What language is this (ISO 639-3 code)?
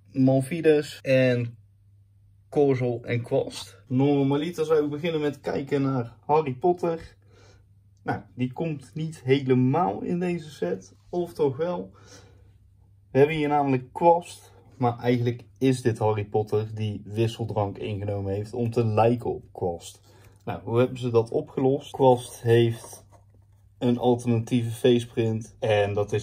nld